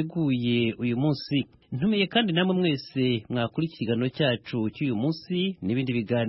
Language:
Kinyarwanda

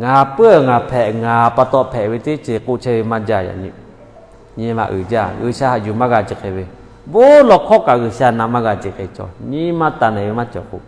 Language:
Lahu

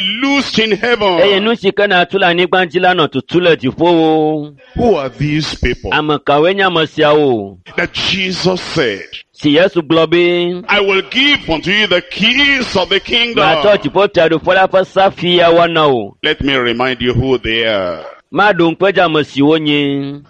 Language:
Ewe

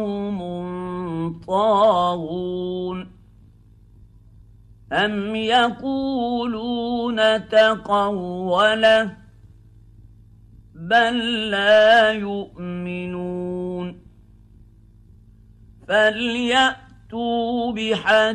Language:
Arabic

